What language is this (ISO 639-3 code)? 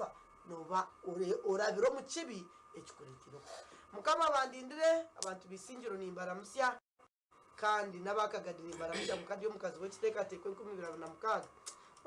nyn